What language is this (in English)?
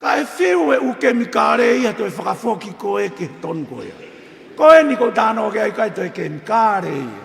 Tongan